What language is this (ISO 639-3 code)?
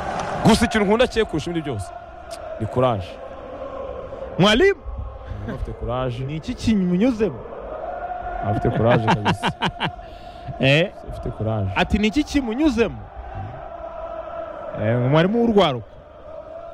kin